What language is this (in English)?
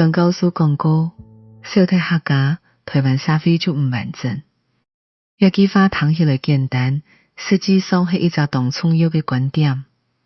Hakka Chinese